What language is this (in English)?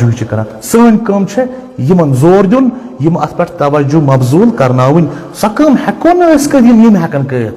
Kashmiri